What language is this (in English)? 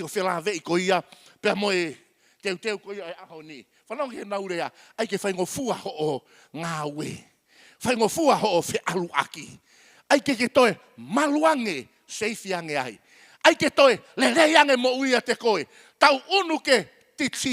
Tongan